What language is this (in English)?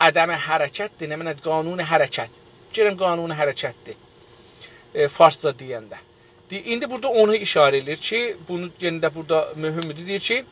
South Azerbaijani